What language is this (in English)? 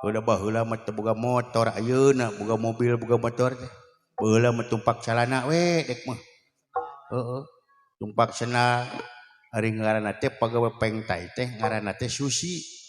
Sundanese